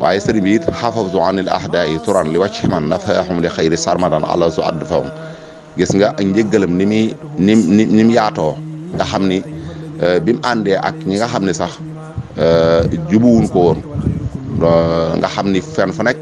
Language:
Wolof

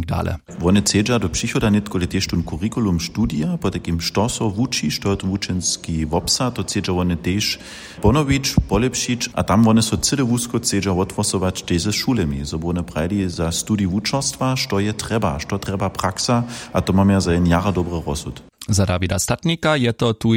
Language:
Upper Sorbian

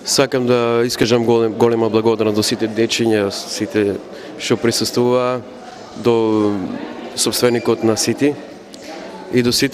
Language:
Macedonian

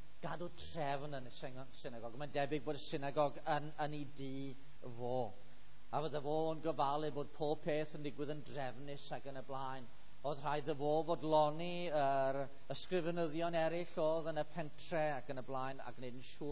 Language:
Welsh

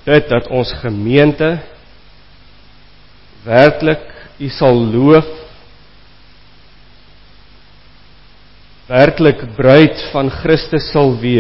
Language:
Afrikaans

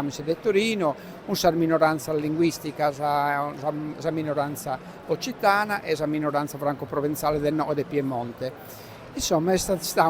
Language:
Sardinian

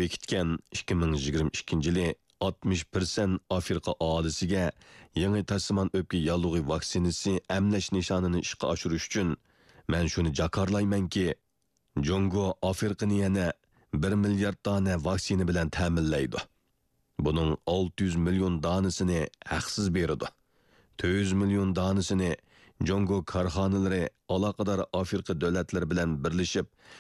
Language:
Uyghur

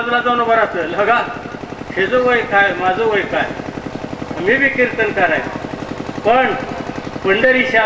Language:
Marathi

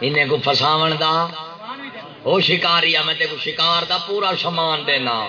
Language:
Saraiki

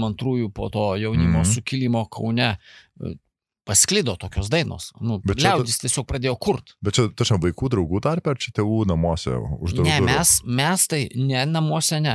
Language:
Lithuanian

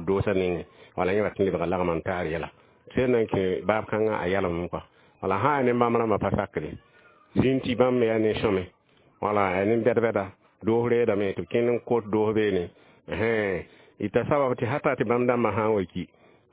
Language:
Mossi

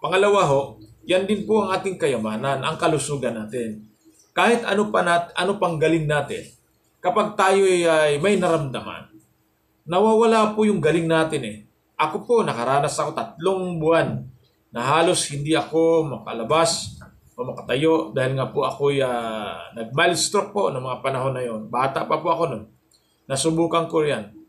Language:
Filipino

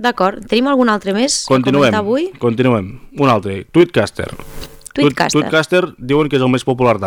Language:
Catalan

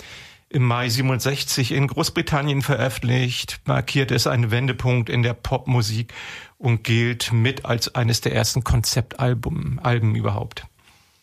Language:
German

